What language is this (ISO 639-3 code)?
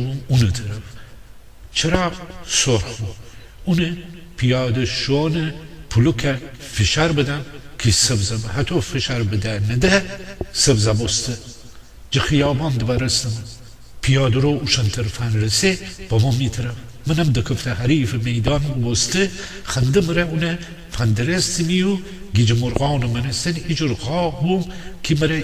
glk